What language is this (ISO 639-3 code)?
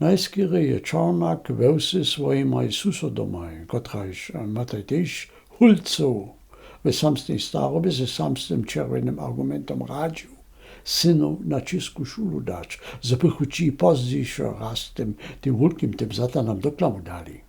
hsb